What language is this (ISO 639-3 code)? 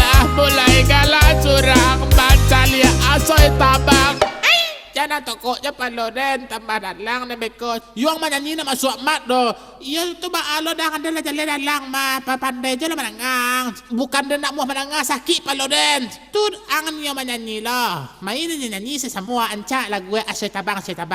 min